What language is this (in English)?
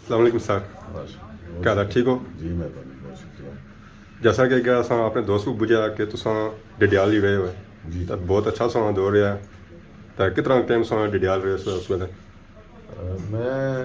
Pahari-Potwari